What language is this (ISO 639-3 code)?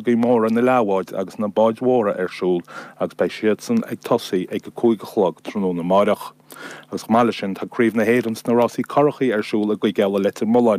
gle